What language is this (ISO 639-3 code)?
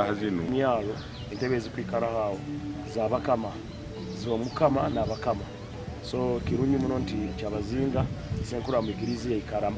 nyn